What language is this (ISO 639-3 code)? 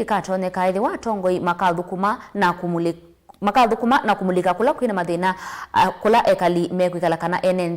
kam